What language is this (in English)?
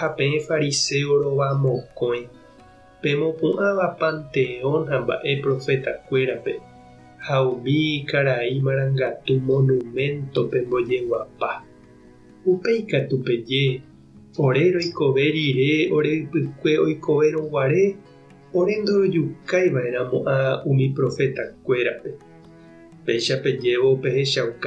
Guarani